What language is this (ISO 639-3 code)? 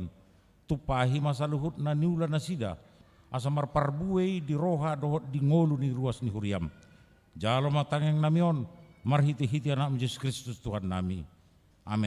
bbc